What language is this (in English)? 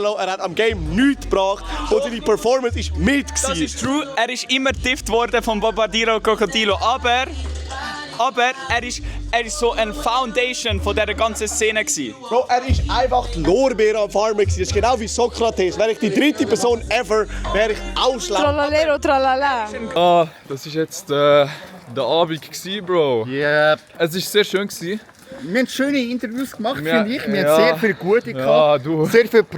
Swiss German